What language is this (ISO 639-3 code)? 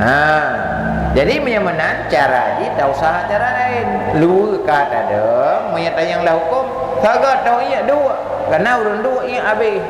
ace